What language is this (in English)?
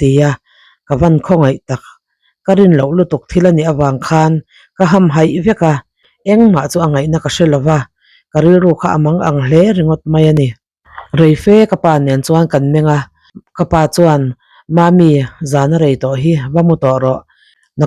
Mizo